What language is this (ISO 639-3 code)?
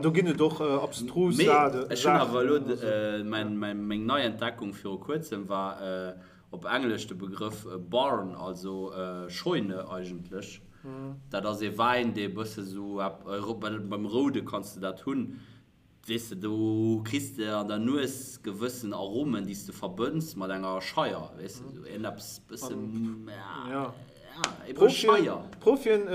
ltz